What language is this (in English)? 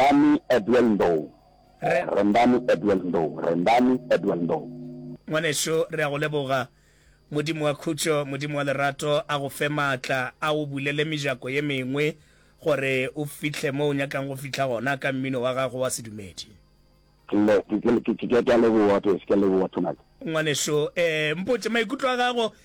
Northern Sotho